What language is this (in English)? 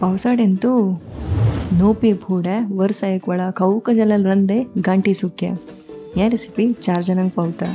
Konkani